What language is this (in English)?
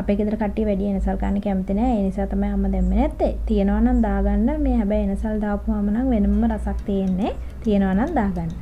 Sinhala